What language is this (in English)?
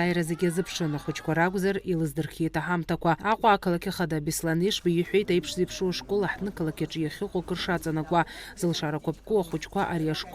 Abkhazian